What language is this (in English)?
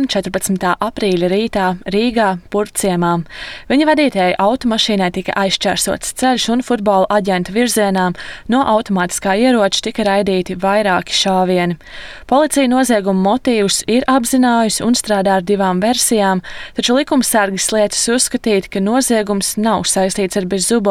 Latvian